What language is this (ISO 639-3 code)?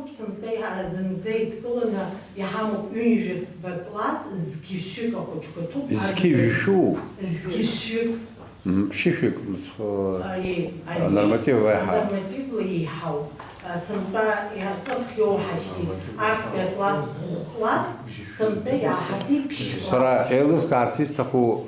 abk